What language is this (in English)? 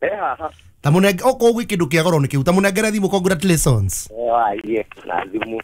Kikuyu